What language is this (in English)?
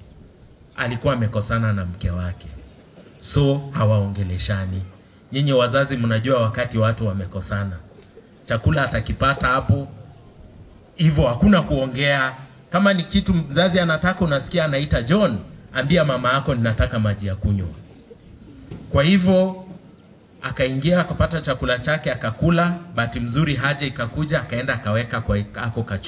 Swahili